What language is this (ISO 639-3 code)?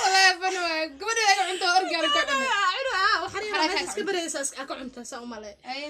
som